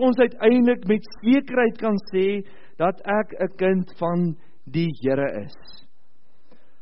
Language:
Afrikaans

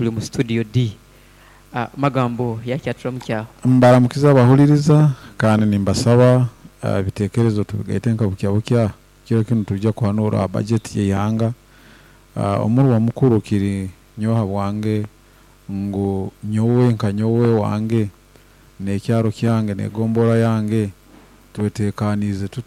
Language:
Nyoro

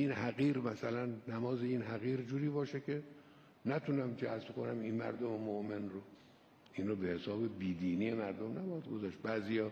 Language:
Persian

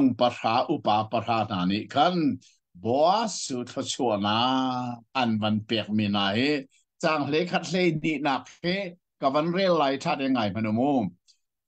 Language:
Hakha Chin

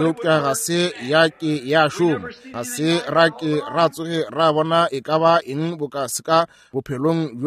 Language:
Northern Sotho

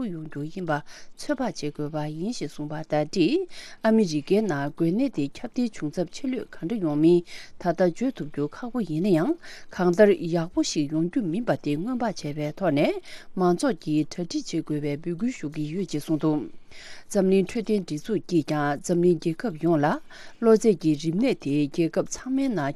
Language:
Tibetan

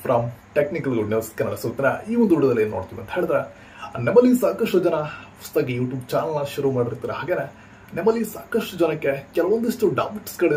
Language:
Kannada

